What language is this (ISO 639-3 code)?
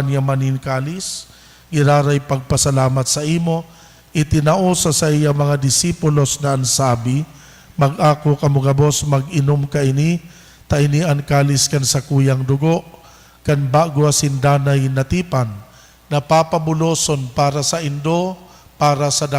bik